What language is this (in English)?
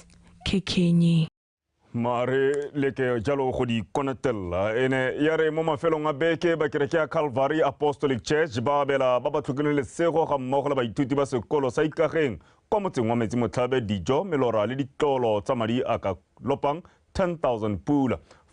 Tswana